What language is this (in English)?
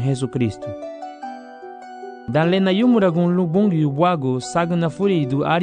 Garifuna